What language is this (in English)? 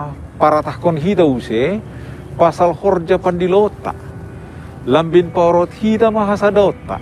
Batak Simalungun